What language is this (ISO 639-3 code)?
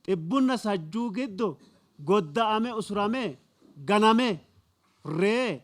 sid